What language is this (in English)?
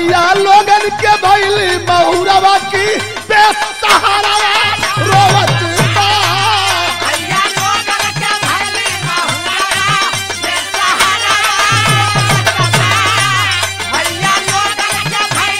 Bhojpuri